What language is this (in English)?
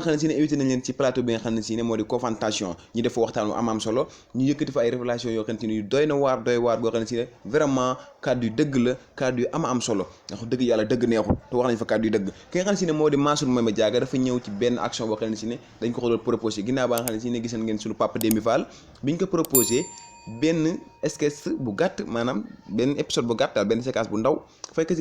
Wolof